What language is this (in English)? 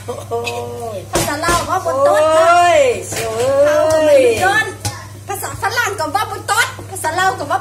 Lao